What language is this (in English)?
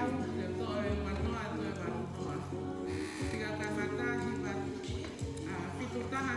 Tongan